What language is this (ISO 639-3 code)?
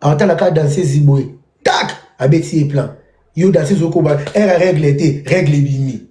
lin